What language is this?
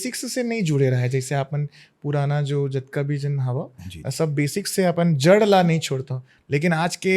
Chhattisgarhi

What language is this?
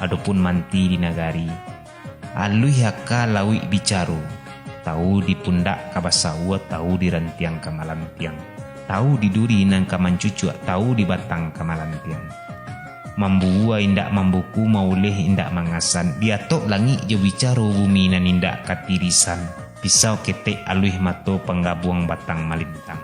Minangkabau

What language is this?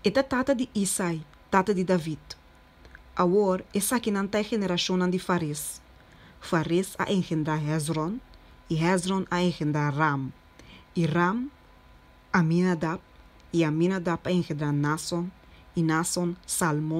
Papiamento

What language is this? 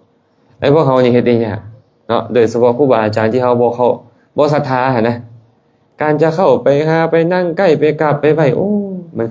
Lao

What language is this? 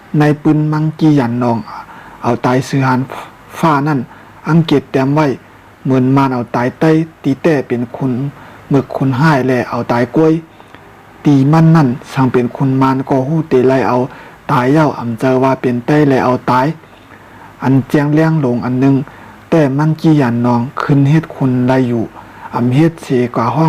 Shan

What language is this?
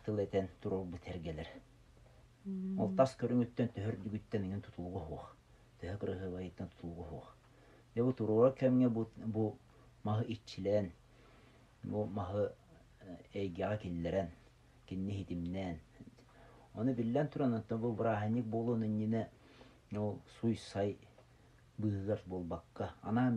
Yakut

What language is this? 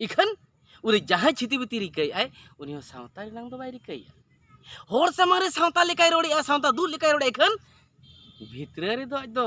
Santali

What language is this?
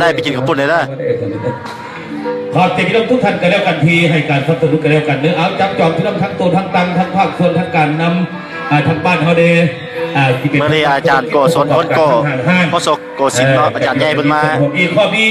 Lao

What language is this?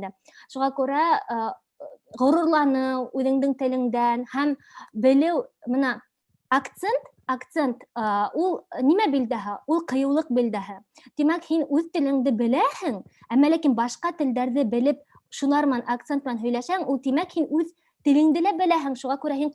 Bashkir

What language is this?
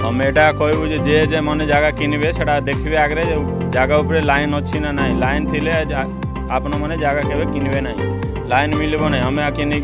Odia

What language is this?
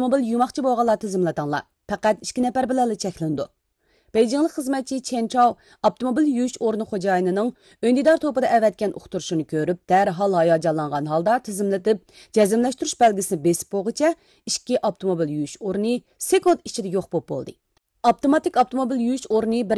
Uyghur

